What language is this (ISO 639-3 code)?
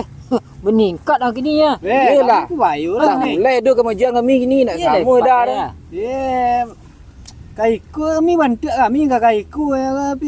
min